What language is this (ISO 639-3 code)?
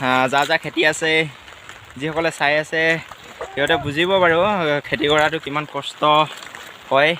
asm